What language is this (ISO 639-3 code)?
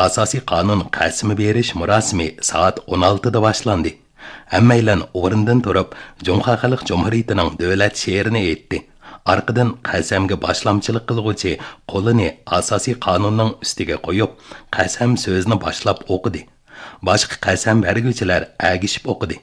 uig